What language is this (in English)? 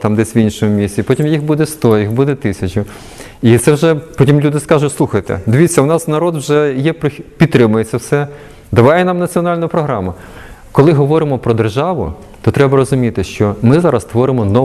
Ukrainian